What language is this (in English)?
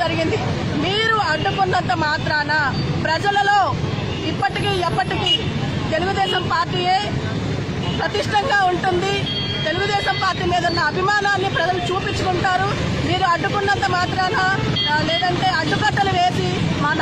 Telugu